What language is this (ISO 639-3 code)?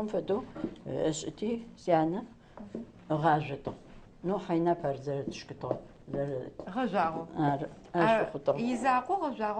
ady